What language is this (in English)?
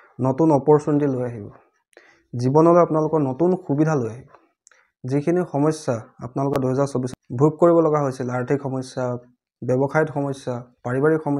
Assamese